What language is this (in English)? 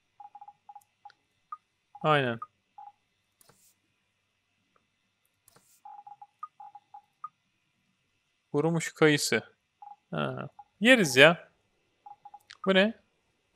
Turkish